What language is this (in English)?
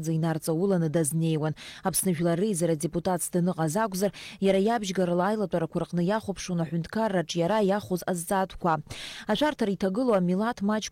Abkhazian